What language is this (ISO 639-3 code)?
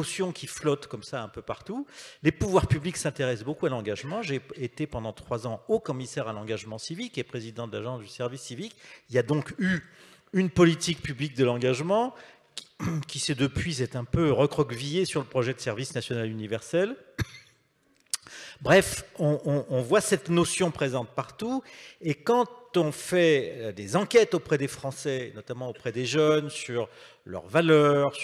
fra